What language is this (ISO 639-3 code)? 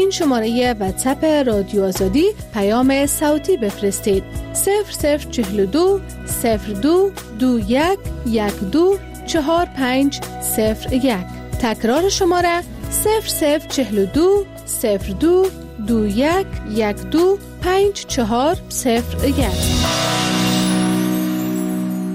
fas